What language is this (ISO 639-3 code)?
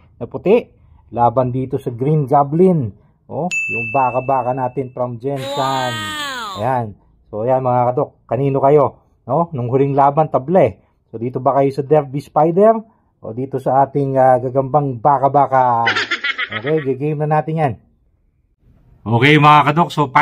fil